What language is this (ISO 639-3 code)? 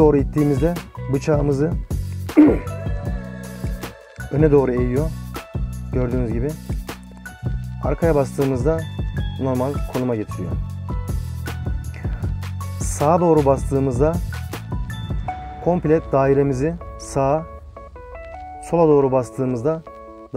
tur